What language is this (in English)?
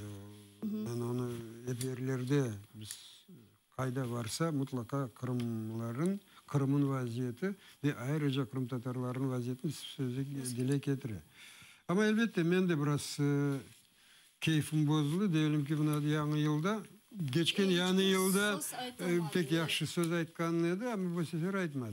Crimean Tatar